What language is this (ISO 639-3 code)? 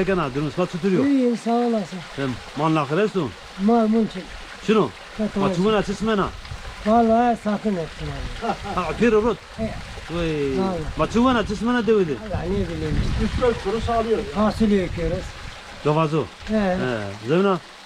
zza